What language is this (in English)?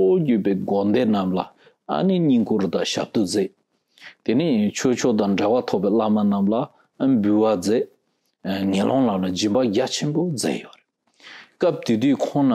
Tibetan